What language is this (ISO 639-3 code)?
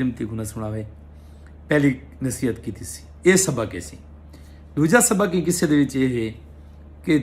skr